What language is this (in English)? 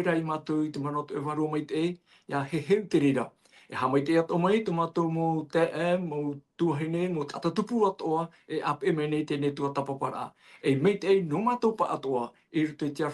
Tahitian